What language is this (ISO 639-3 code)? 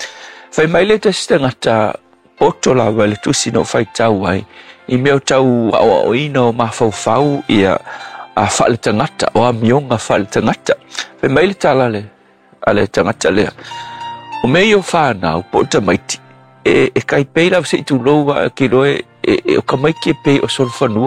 smo